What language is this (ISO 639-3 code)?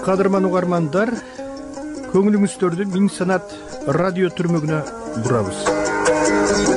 kir